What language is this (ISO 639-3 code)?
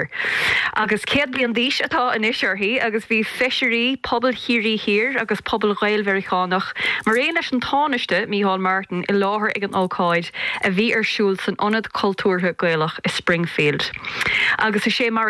gle